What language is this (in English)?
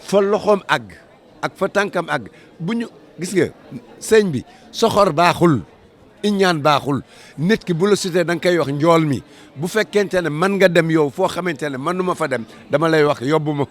Wolof